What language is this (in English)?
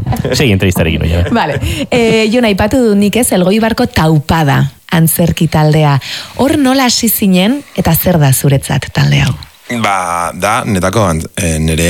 Basque